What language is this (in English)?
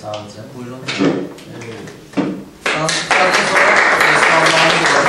South Azerbaijani